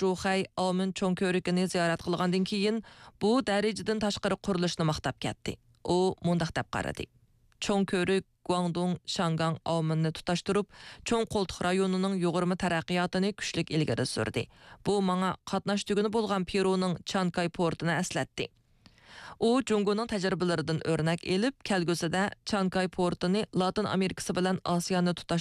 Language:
Uyghur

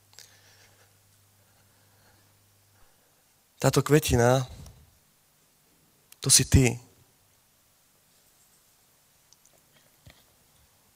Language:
Slovak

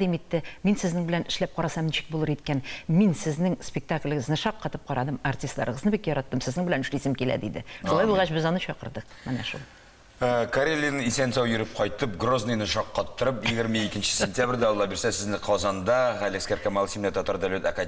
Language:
Tatar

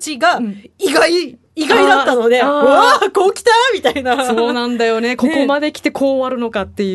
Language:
Japanese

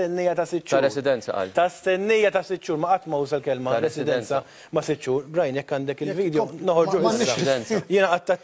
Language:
Maltese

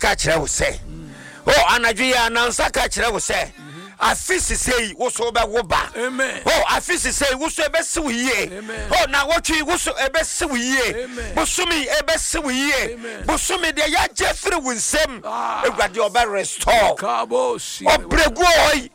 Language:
Akan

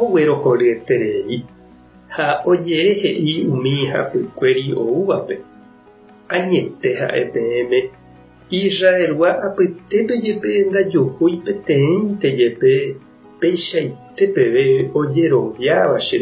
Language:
Guarani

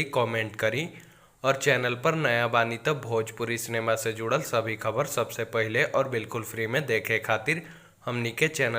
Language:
Bhojpuri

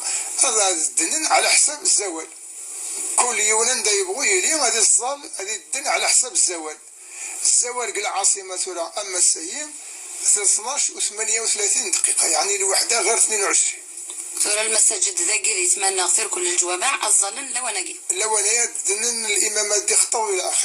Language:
Kabyle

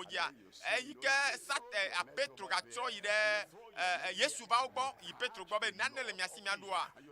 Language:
Ewe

